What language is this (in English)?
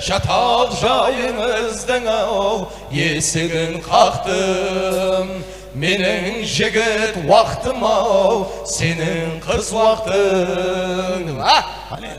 Kara-Kalpak